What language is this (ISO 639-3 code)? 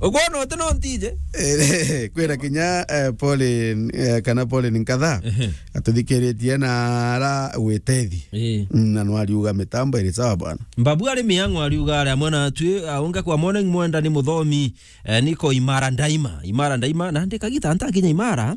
mer